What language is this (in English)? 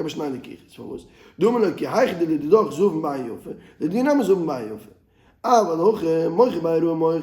Yiddish